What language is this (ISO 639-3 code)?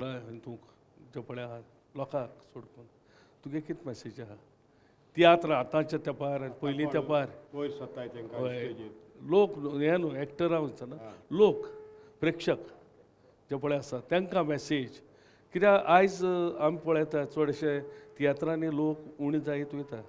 kok